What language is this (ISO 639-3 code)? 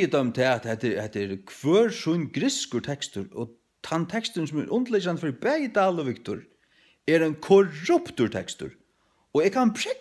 fao